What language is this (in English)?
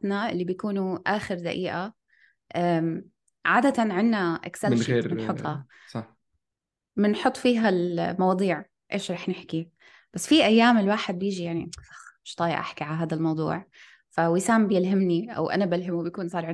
North Levantine Arabic